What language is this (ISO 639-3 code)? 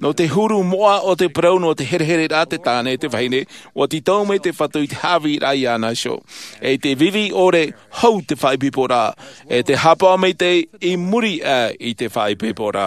tah